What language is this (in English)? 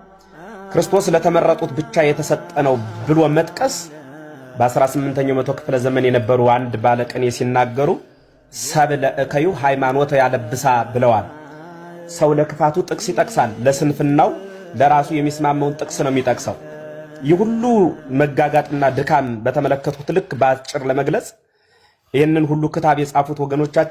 Amharic